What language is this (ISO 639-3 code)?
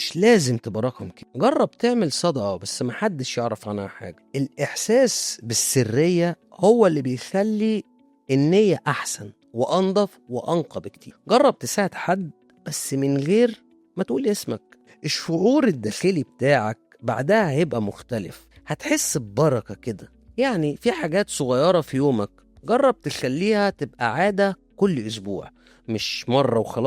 arz